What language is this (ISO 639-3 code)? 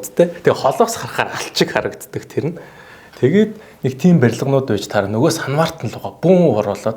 mon